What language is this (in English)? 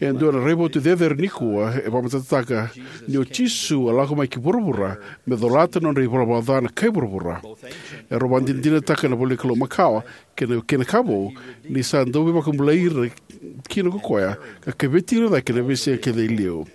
Fijian